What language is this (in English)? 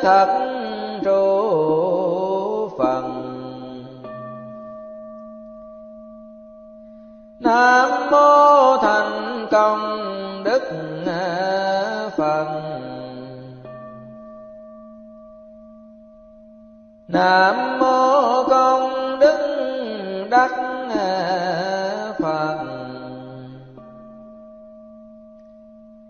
Vietnamese